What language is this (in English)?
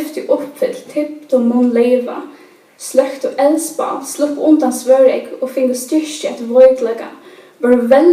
Faroese